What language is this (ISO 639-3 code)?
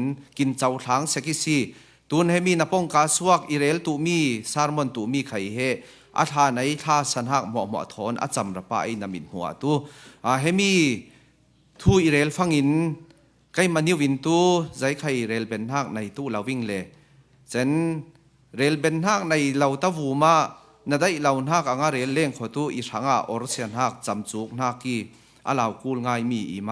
cfm